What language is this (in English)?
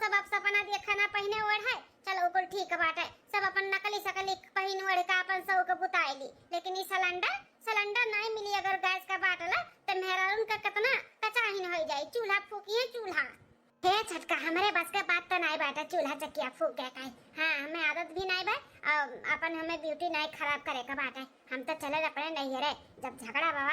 Awadhi